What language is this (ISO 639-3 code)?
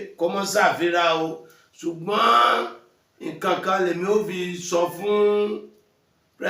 yor